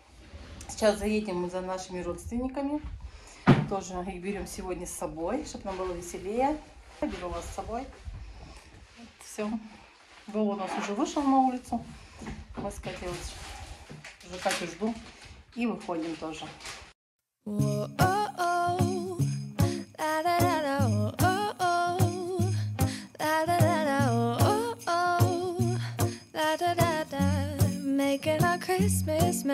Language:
Russian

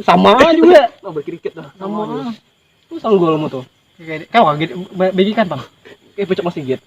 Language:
Banjar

